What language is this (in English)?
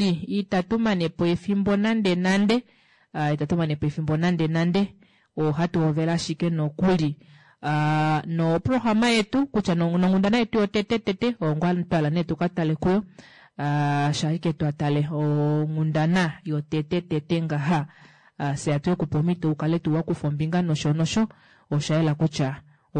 Kuanyama